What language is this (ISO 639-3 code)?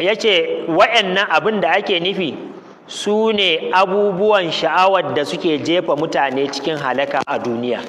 hau